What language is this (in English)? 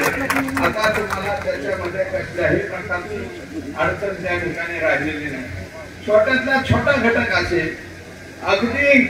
Marathi